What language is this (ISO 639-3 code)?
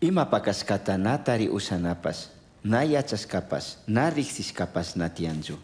qug